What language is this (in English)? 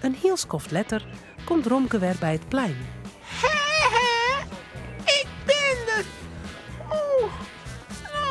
Western Frisian